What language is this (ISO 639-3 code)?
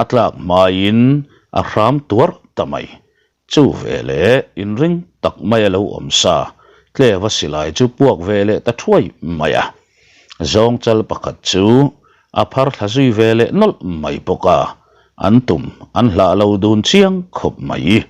lus